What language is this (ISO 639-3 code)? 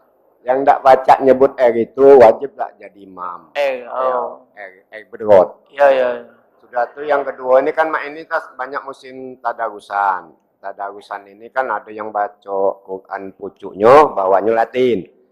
mui